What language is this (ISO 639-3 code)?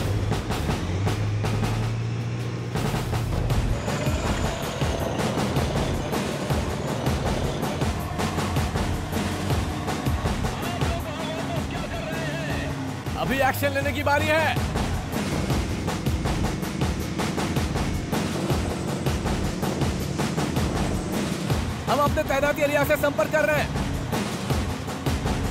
hin